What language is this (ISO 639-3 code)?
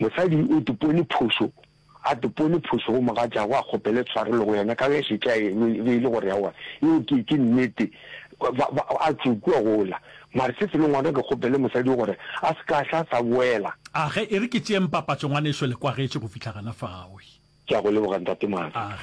nso